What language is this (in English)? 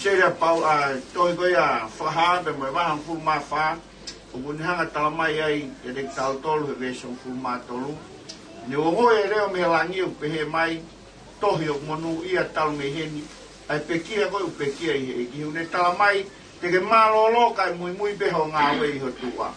Tongan